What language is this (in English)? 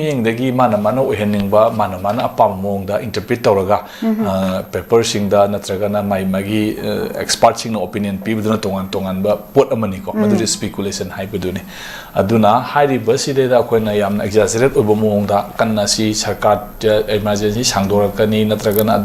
Manipuri